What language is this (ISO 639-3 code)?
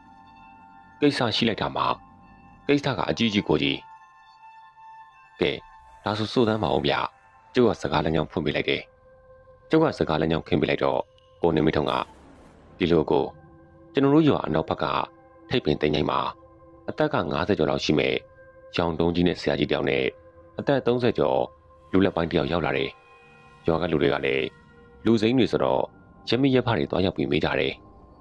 mya